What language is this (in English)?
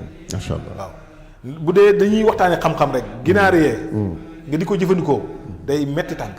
Wolof